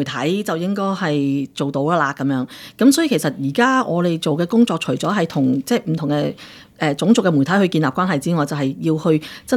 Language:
Cantonese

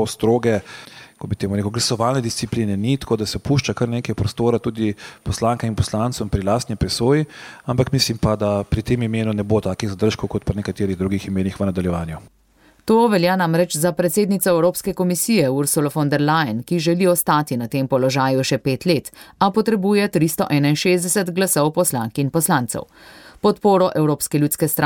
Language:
Slovenian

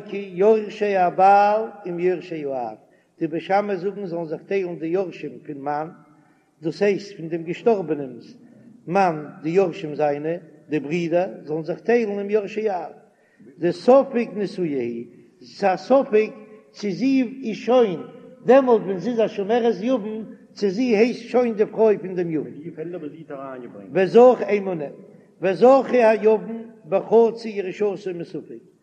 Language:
Yiddish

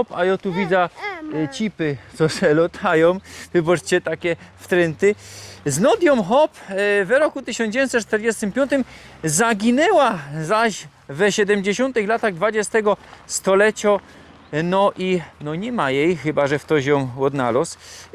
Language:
Silesian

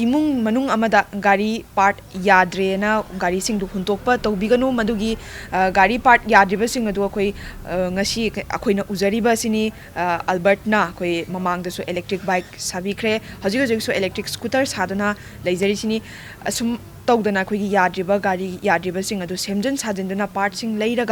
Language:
Manipuri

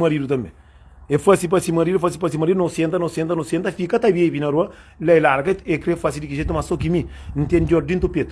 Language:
Kabuverdianu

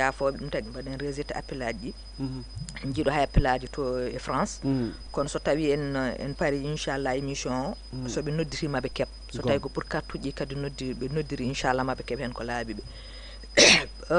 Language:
Fula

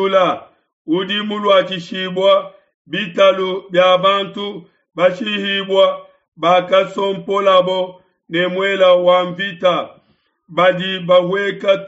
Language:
Luba-Lulua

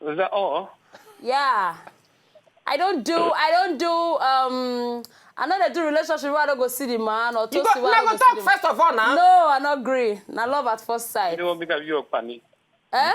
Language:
Nigerian Pidgin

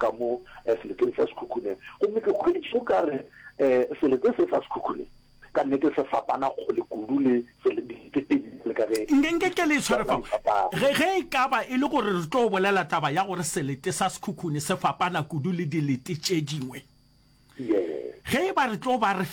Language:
Northern Sotho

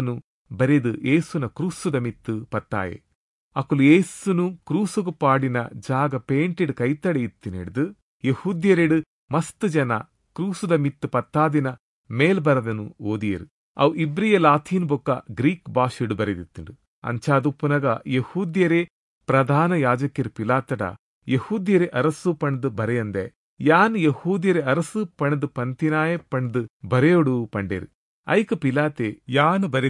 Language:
Tulu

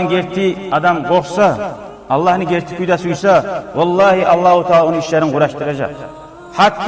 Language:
Kumyk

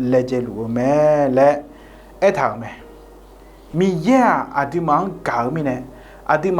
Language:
Akha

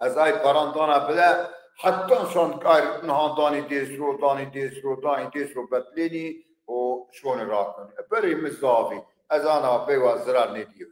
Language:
Zaza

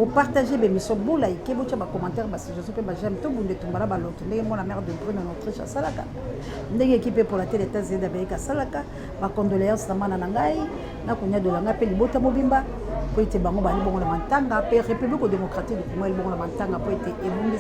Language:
Lingala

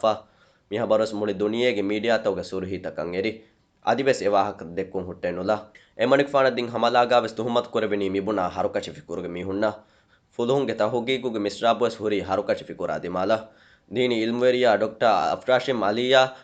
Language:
Divehi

